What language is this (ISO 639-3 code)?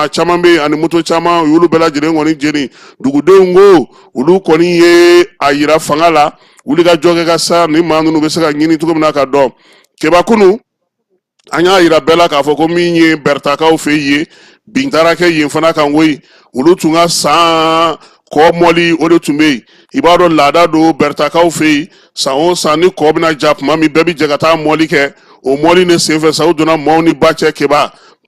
bam